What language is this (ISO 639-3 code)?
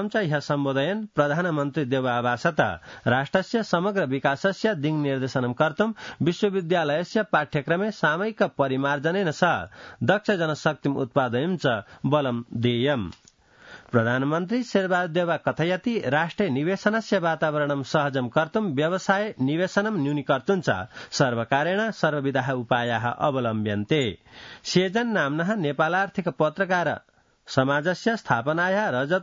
san